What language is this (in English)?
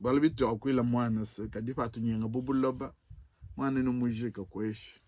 Luba-Lulua